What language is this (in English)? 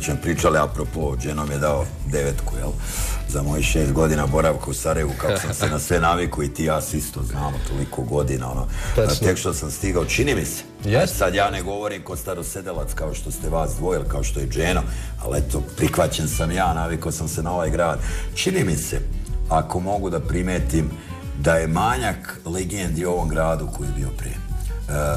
Bosnian